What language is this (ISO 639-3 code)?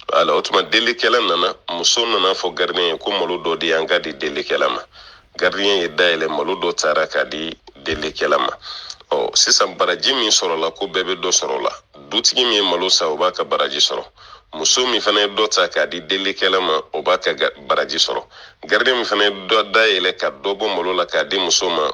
bam